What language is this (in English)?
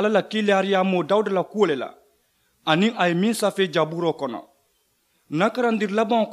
Mandingo